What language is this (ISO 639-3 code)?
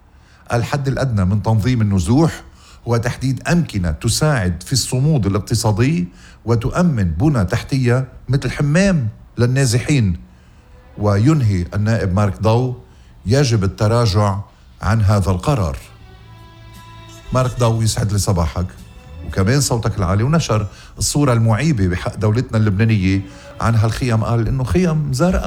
apc